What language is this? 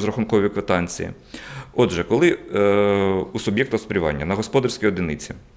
Ukrainian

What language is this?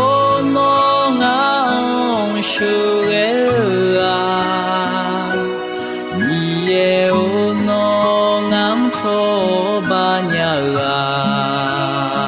Akha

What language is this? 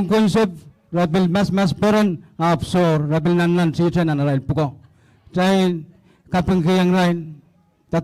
Pohnpeian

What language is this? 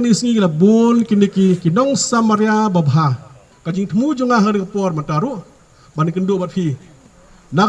Khasi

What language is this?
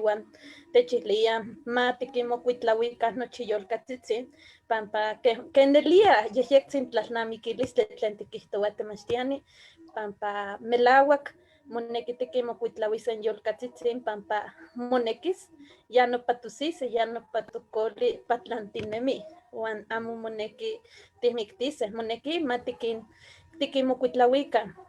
Eastern Huasteca Nahuatl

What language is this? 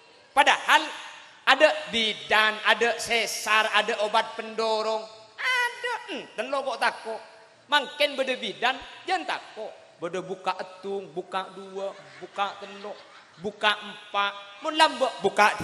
Madurese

